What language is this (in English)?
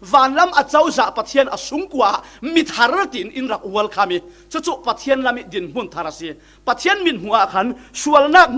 Falam Chin